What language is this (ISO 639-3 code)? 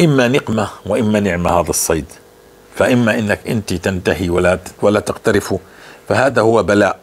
apc